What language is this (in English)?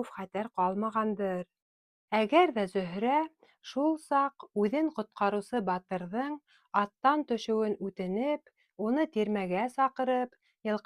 Bashkir